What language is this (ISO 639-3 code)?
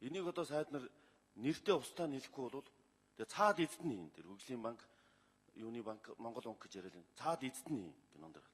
mon